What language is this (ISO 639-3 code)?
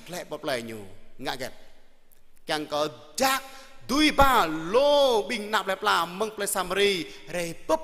jra